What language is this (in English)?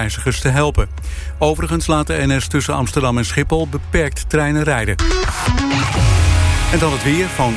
Dutch